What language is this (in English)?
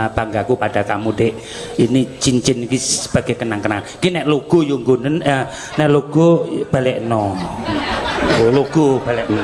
Javanese